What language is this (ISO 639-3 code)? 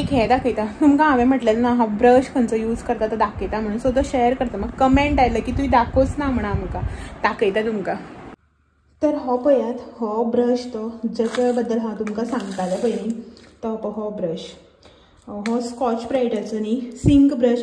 kok